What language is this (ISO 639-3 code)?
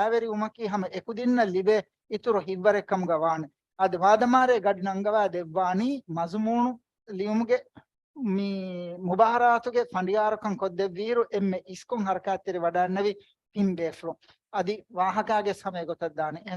div